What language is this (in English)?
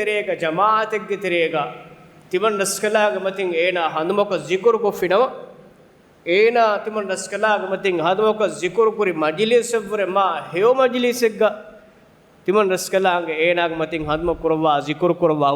Divehi